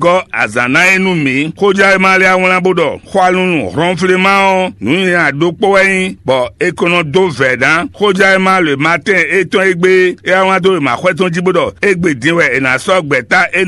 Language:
Fon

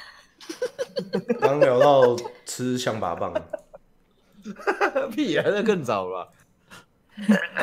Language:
Chinese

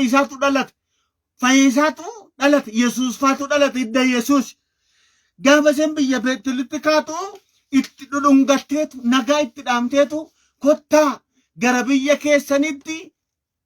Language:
Oromo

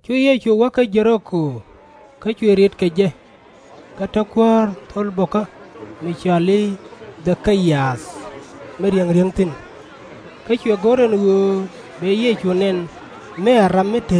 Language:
Nuer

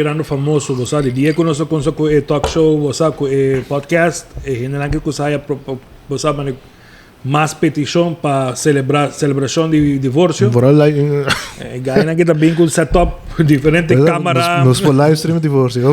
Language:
Papiamento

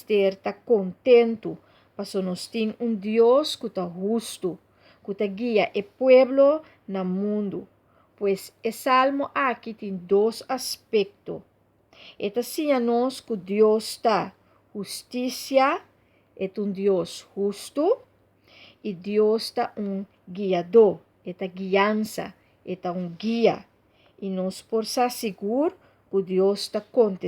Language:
Papiamento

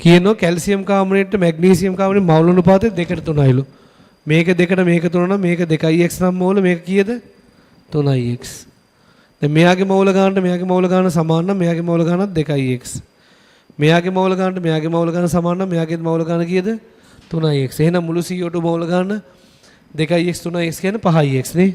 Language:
Sinhala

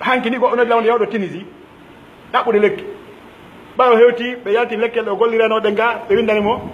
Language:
Pular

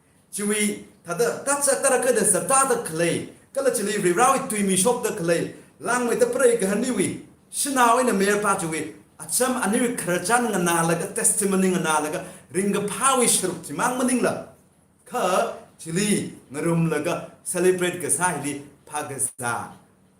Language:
Tangkhul Naga (India)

